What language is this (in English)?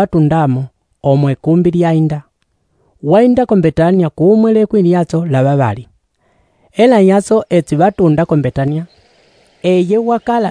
Umbundu